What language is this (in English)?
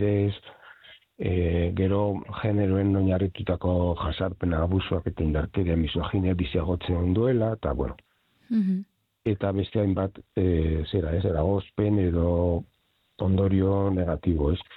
Basque